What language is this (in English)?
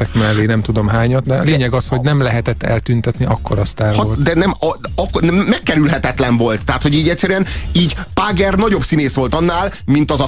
Hungarian